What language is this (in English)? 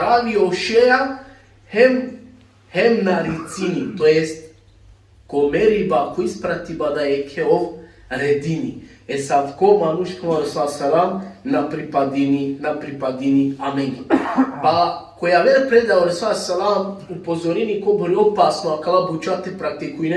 Balkan Romani